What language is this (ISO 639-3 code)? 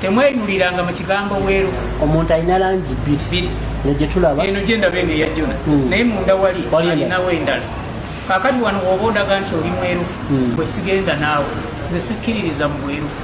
lug